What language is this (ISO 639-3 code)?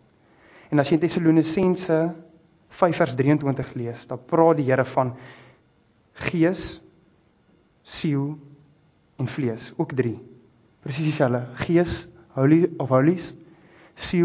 afr